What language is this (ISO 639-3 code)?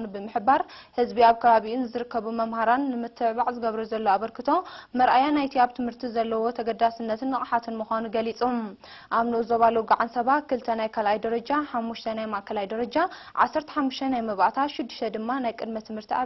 tir